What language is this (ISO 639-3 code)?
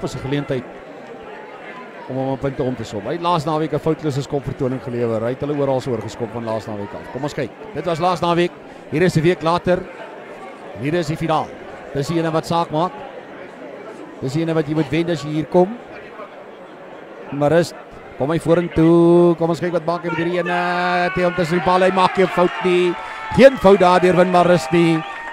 afr